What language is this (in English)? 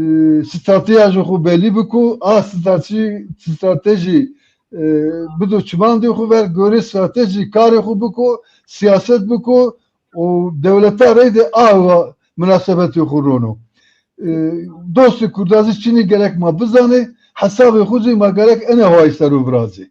Zaza